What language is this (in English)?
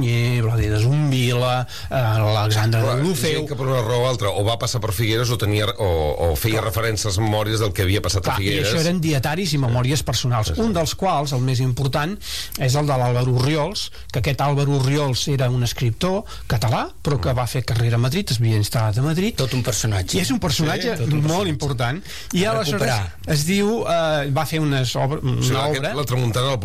Catalan